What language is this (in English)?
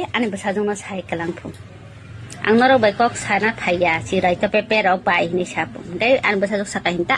Kok Borok